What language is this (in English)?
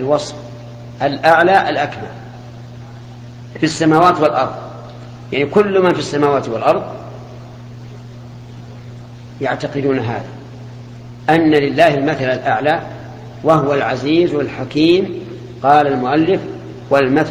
Arabic